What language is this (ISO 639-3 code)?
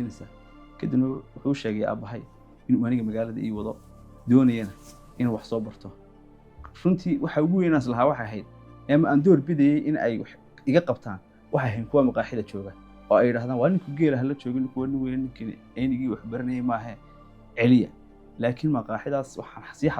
som